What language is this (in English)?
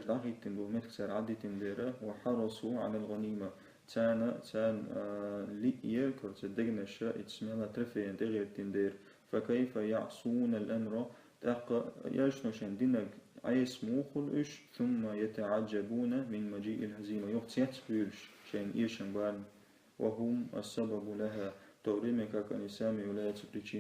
Chechen